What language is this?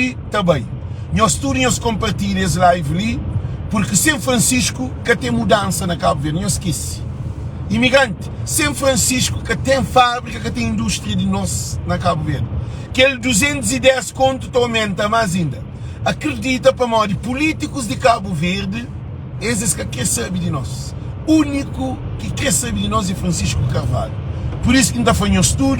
Kabuverdianu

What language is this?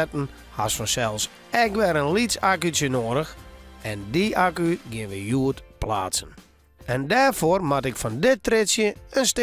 Western Frisian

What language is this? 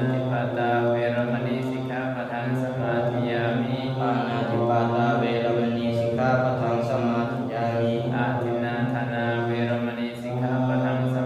Pali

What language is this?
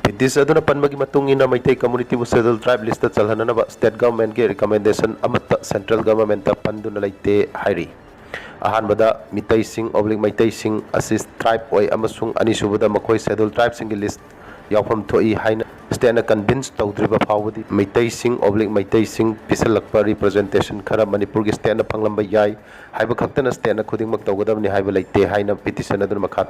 Manipuri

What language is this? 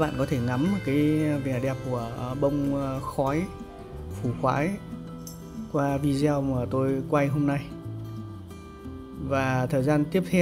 Vietnamese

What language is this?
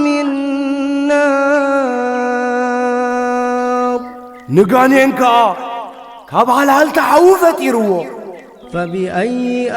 Tigrinya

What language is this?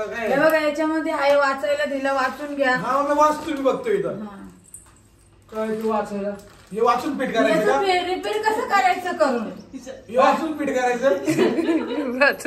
Marathi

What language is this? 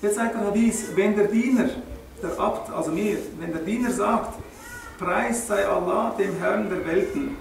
Swiss German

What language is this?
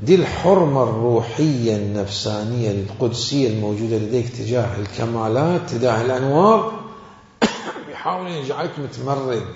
Mesopotamian Arabic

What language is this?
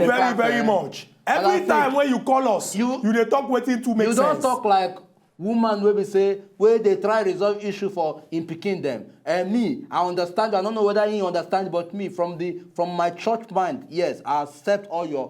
Nigerian Pidgin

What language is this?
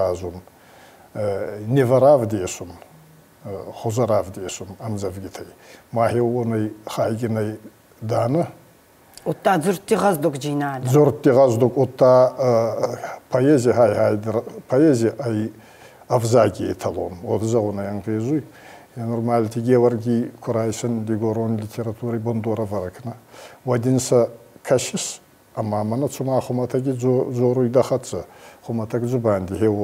Ossetic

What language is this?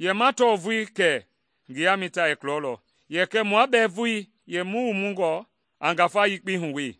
Mende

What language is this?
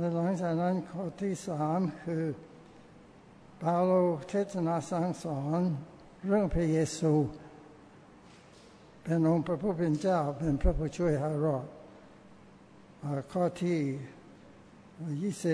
Thai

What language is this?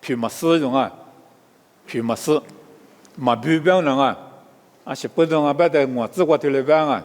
Lisu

